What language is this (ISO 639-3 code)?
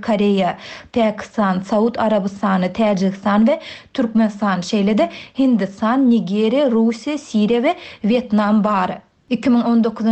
tuk